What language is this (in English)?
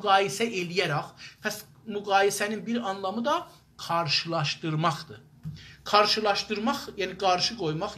South Azerbaijani